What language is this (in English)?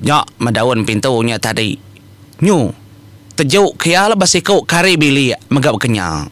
Iban